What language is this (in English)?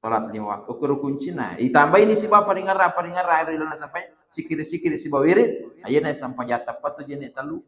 Buginese